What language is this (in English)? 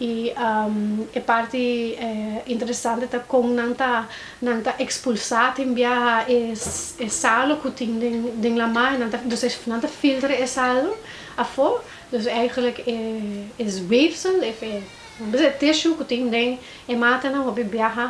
Papiamento